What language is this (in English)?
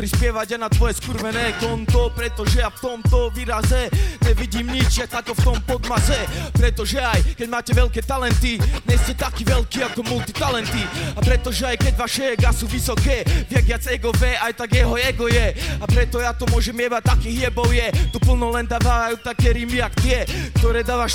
Slovak